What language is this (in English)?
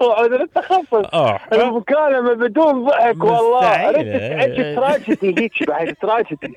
Mesopotamian Arabic